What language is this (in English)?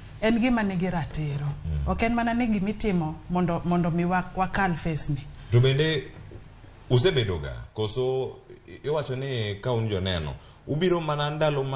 Luo (Kenya and Tanzania)